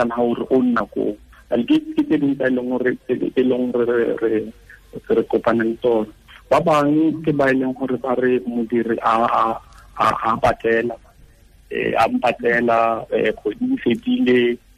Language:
Tswana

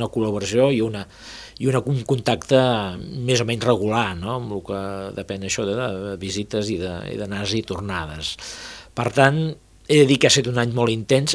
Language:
Catalan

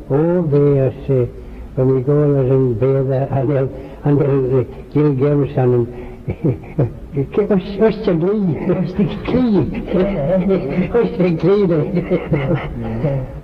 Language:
Manx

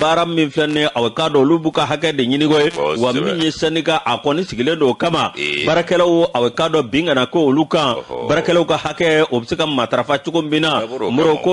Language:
Bambara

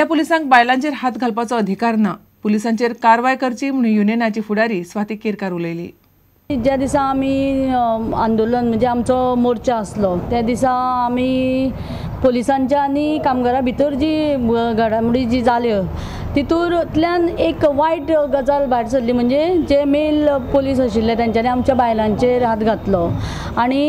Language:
Konkani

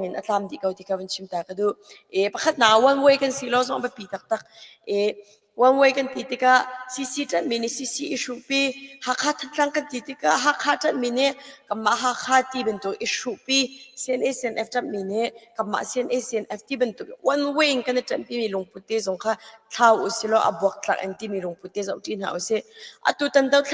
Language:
Hakha Chin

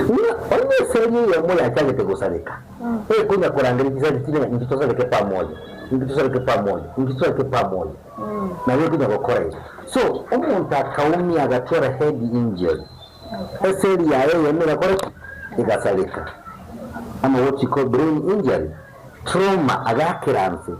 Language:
Gusii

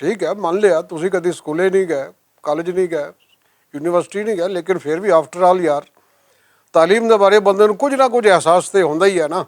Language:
Western Panjabi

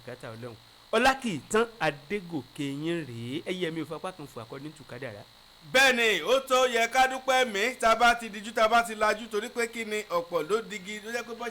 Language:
Yoruba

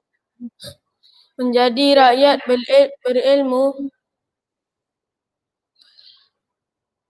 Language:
Malay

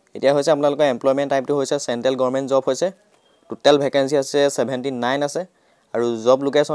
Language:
Assamese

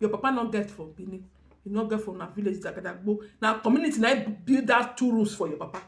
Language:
Nigerian Pidgin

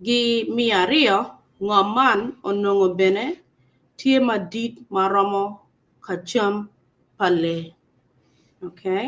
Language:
Acoli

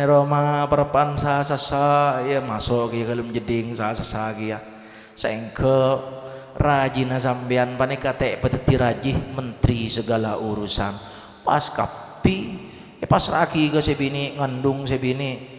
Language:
Madurese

